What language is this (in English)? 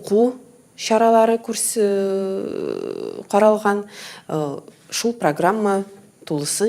Tatar